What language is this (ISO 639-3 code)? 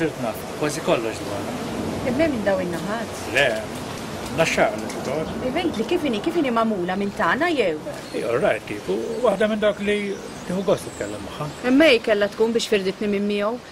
mlt